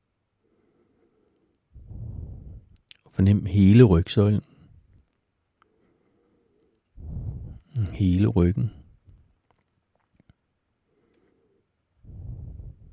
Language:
Danish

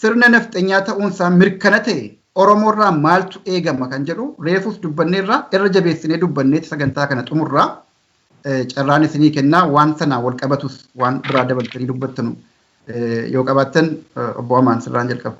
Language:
Oromo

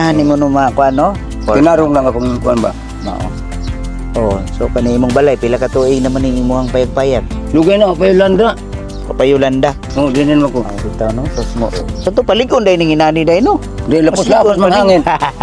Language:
Cebuano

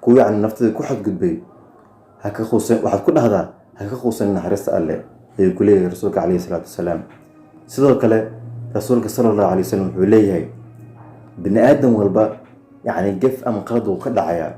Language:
Somali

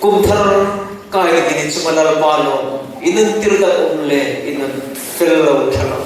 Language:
Hmar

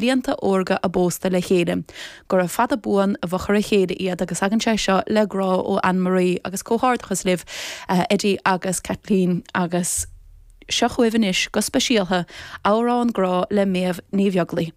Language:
Irish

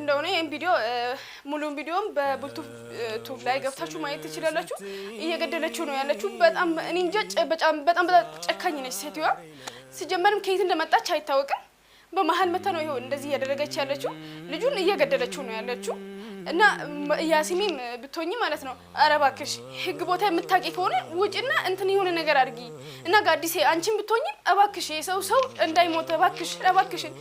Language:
Amharic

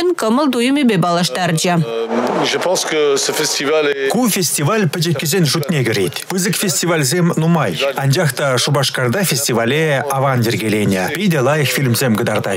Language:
Chuvash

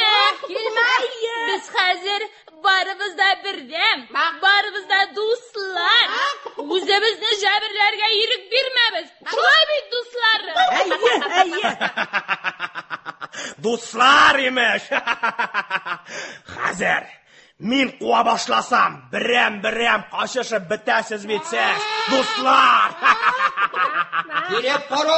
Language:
Tatar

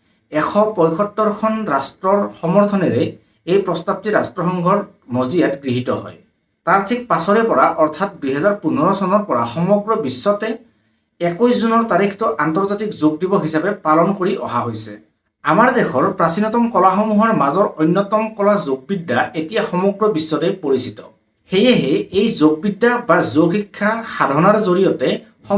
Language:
Assamese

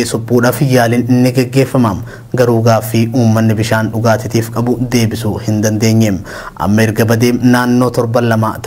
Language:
Oromo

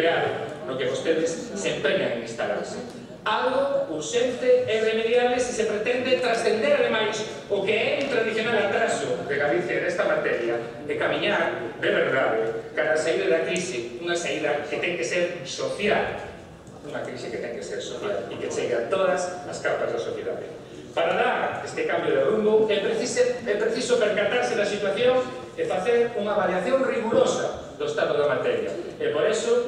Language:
Galician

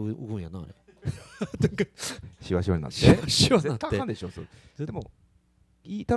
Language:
Japanese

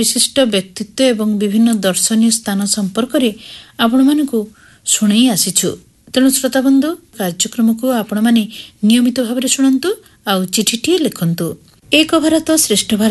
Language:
Odia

